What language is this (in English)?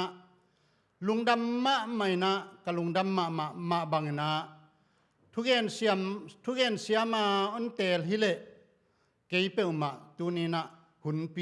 Tedim Chin